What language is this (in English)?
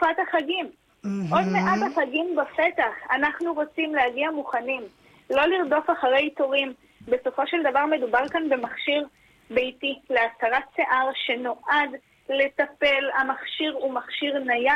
Hebrew